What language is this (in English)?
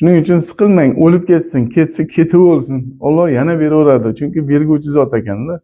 Uzbek